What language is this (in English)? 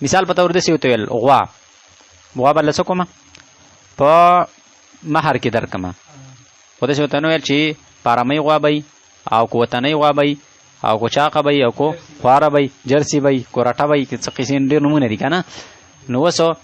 Pashto